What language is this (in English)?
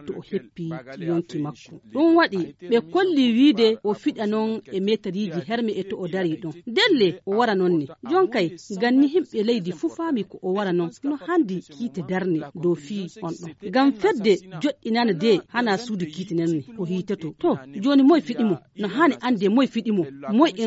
Fula